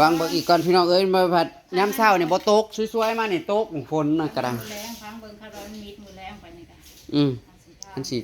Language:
Northeastern Thai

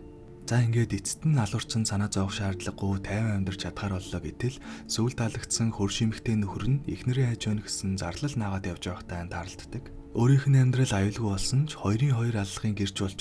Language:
Mongolian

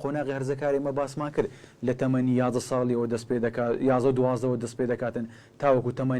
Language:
Central Kurdish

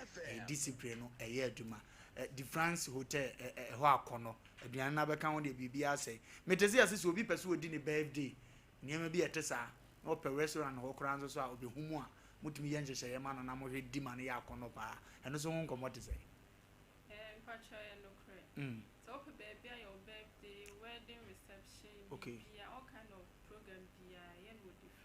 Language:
Akan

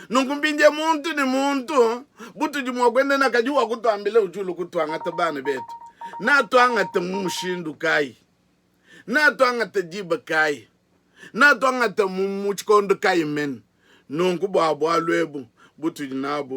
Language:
Luba-Lulua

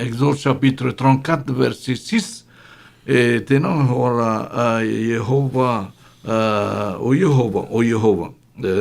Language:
Tahitian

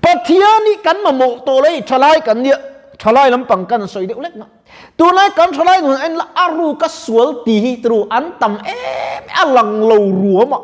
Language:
Mizo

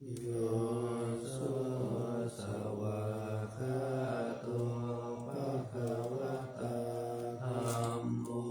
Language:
Pali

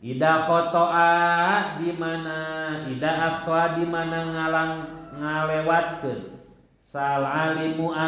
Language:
Sundanese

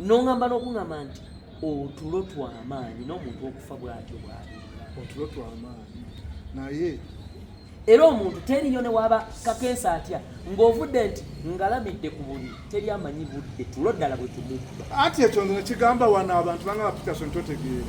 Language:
Ganda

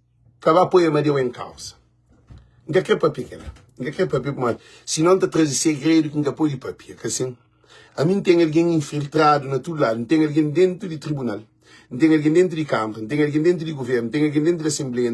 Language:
Kabuverdianu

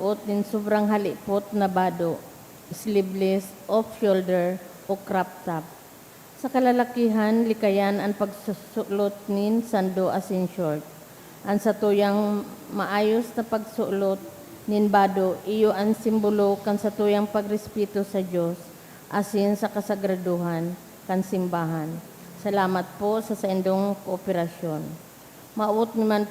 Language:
Bikol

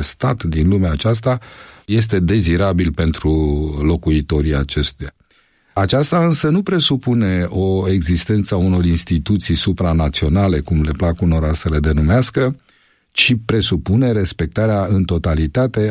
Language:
Romanian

